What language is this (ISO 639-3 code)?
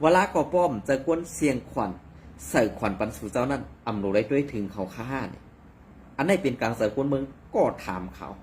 shn